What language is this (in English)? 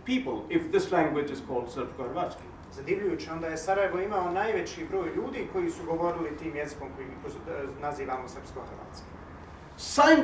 Bosnian